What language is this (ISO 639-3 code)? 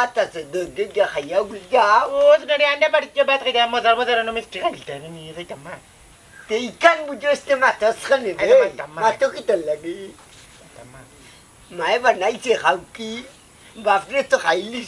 syl